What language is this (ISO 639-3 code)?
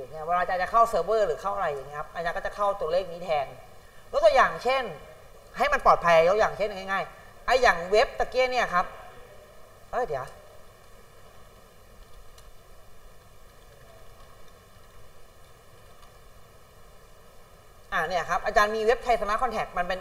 tha